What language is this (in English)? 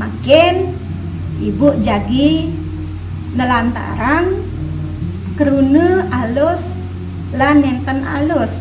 Balinese